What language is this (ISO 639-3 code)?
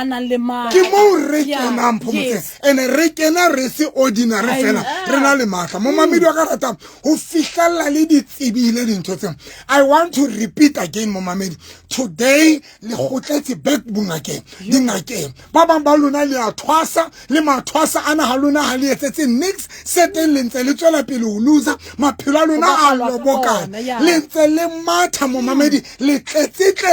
sot